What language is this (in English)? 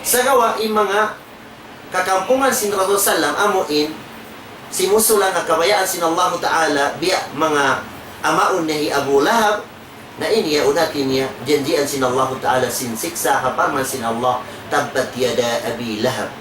Tausug